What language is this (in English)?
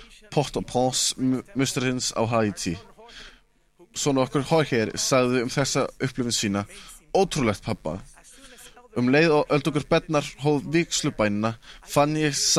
Icelandic